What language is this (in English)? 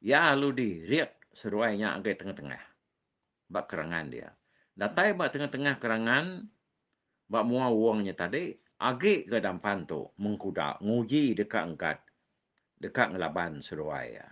Iban